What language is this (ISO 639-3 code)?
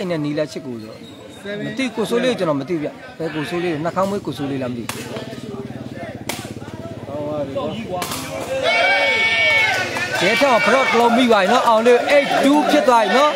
mya